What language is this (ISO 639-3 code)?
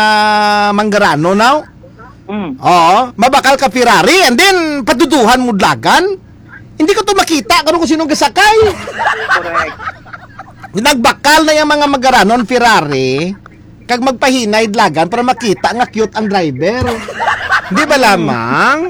hil